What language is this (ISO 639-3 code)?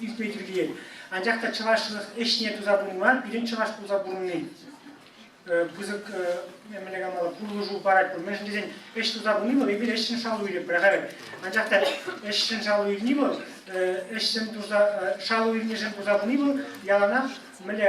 chv